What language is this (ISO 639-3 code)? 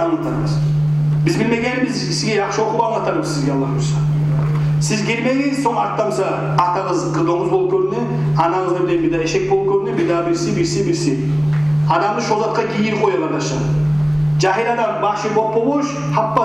kum